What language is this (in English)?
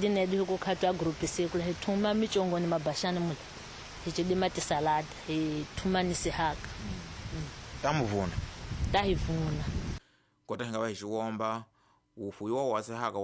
Tsonga